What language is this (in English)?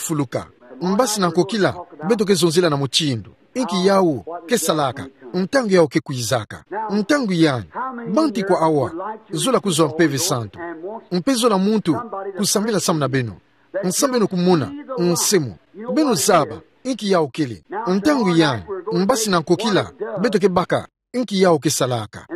Kituba (Democratic Republic of Congo)